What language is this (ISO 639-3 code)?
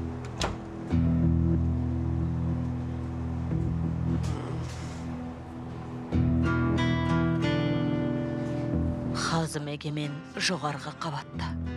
kaz